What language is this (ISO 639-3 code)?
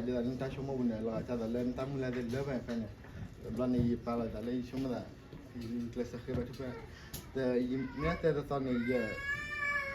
ksw